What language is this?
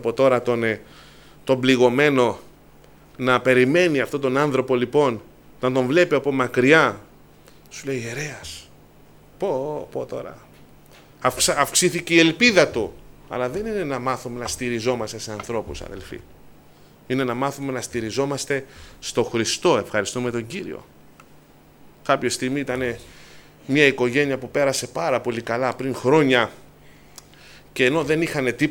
Greek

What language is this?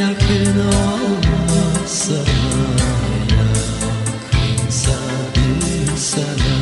Gagauz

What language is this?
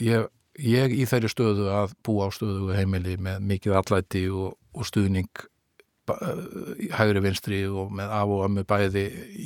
Icelandic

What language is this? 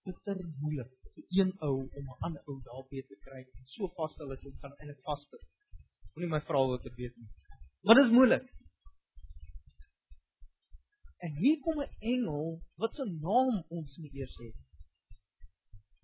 Afrikaans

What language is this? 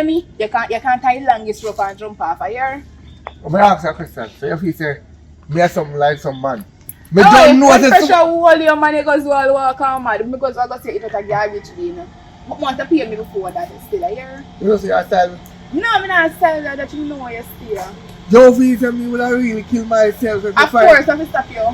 Jamaican Creole English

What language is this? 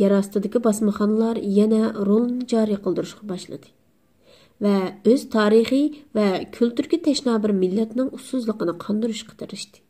Uyghur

